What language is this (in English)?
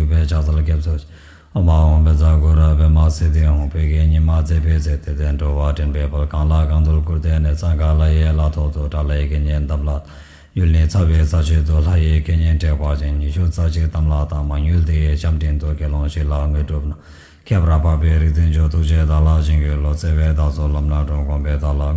Tibetan